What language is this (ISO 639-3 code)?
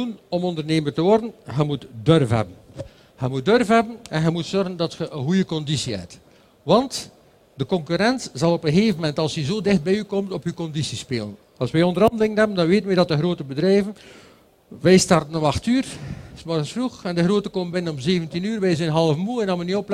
nld